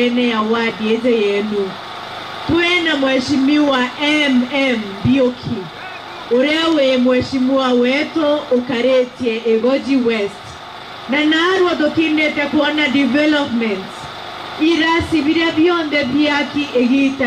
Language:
Meru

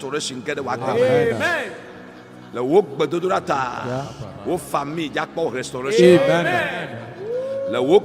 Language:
Ewe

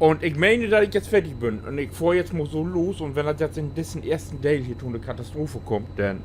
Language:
Low German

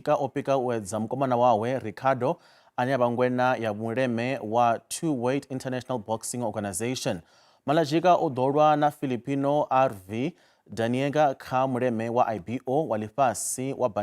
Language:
Venda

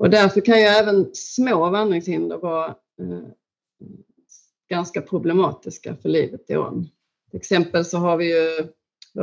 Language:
Swedish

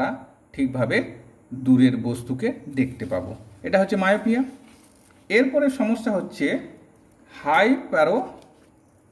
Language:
Bangla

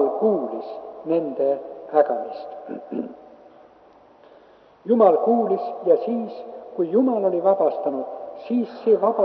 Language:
Estonian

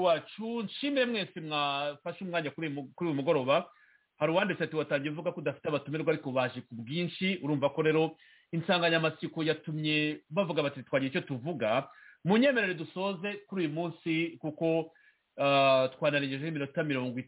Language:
Kinyarwanda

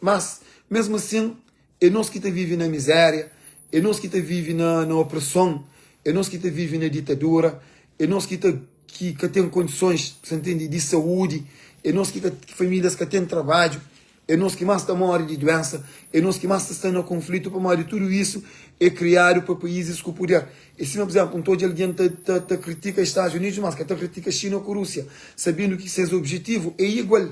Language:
Kabuverdianu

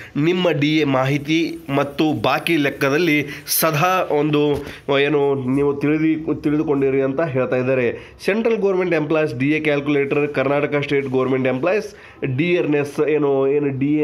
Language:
Kannada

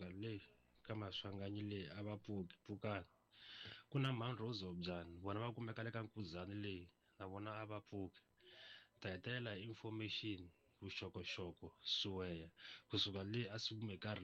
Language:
Tsonga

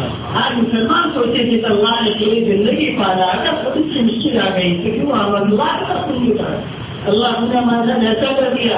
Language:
Urdu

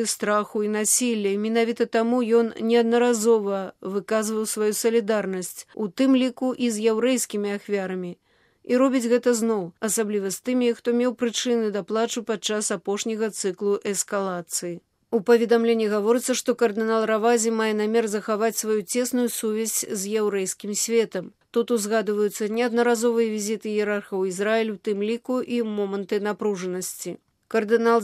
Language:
Belarusian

